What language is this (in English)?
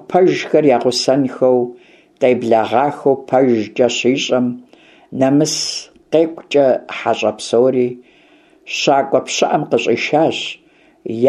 Kabardian